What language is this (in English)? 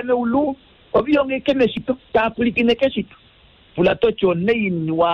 Kuanyama